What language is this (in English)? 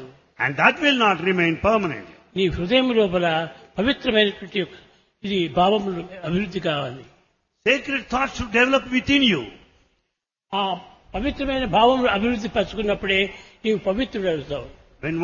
Telugu